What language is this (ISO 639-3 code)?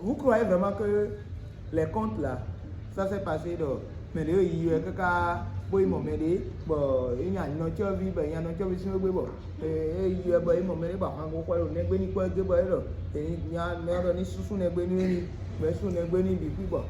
fon